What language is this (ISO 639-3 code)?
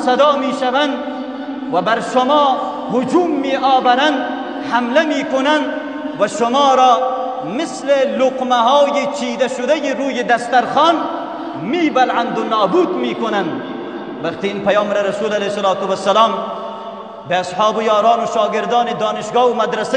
fas